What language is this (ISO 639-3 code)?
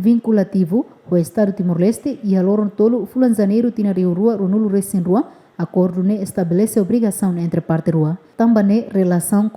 tet